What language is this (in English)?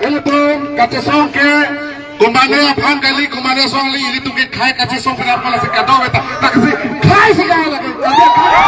Karbi